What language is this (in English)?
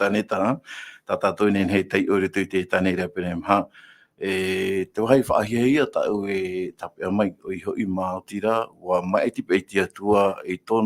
Tahitian